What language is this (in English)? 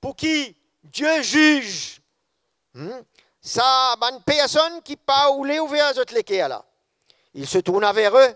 Morisyen